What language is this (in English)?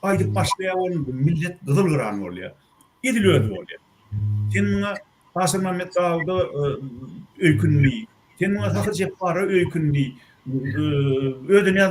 Turkmen